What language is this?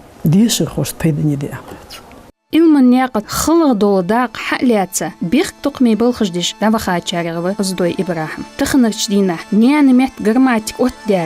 Ingush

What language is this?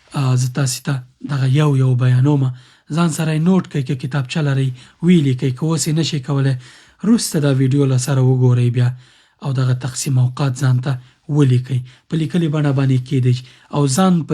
Pashto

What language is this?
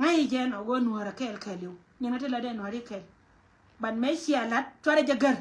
Nuer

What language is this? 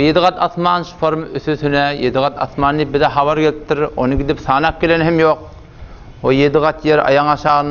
Turkmen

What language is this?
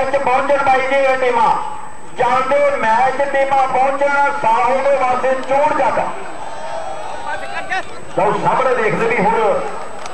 Punjabi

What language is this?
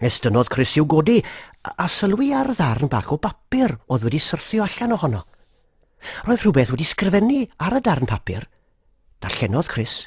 Welsh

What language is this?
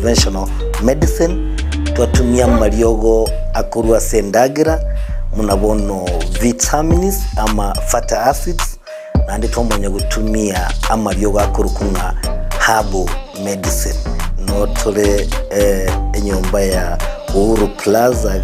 Gusii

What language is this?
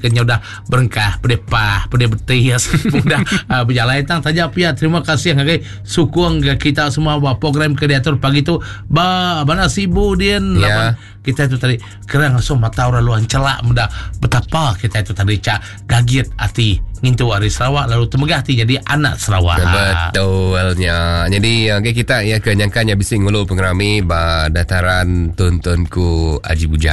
Iban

